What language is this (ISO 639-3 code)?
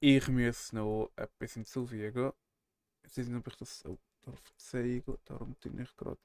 gsw